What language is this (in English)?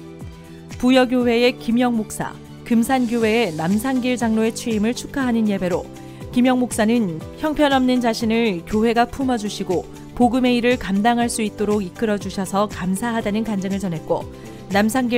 Korean